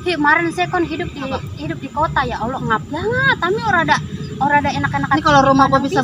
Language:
Betawi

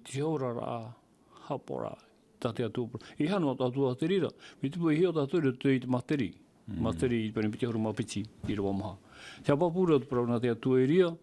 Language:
Tahitian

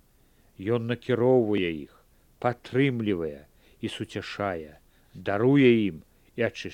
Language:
Belarusian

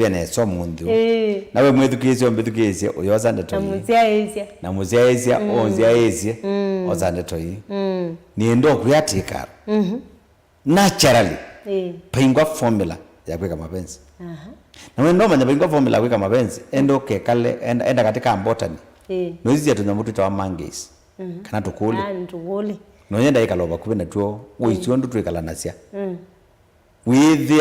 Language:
Kamba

